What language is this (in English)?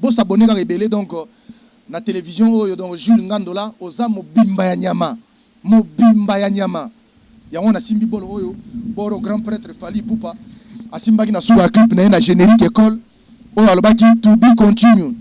Lingala